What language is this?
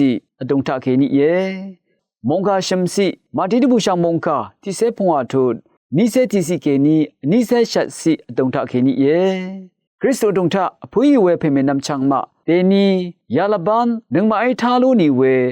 Rawang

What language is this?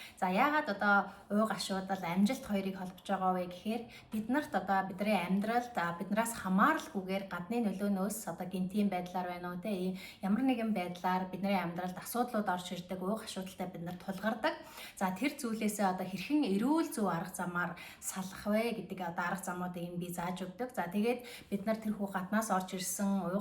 Mongolian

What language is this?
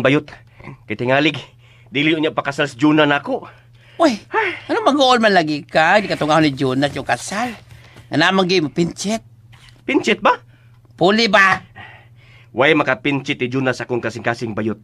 Cebuano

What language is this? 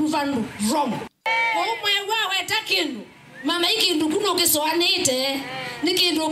Kamba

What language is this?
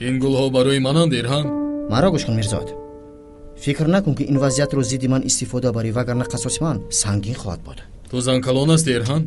Tajik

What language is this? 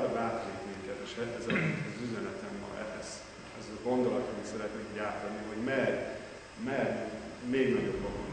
Hungarian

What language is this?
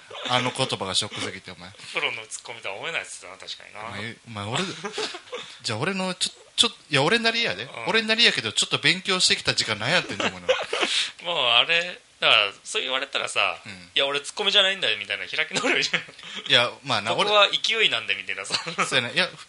Japanese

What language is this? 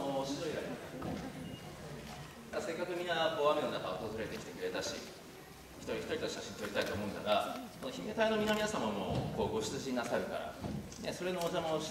Japanese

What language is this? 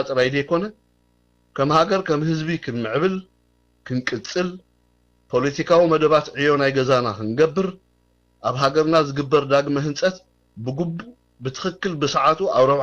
Tigrinya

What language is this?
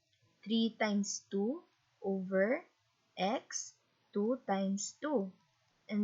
Hiligaynon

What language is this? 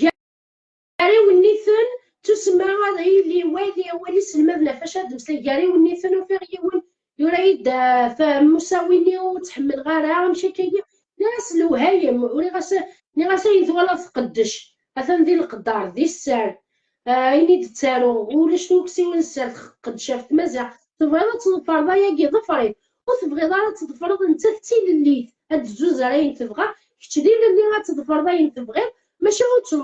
Kabyle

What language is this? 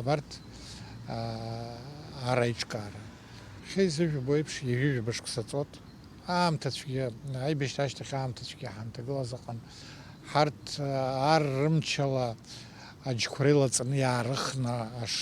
Abkhazian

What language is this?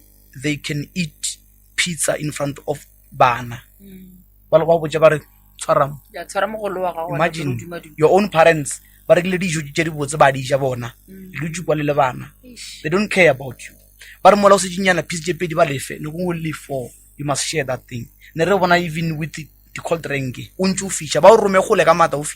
Northern Sotho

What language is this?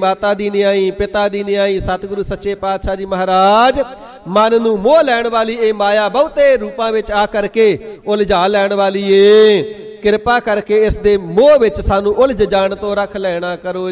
Punjabi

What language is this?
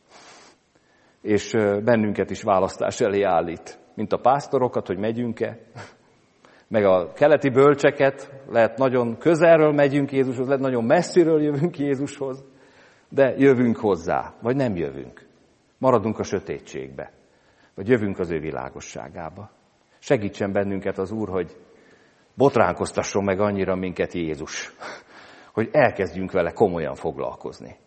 Hungarian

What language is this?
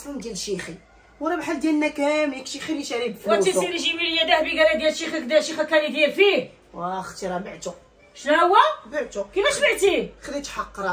Moroccan Arabic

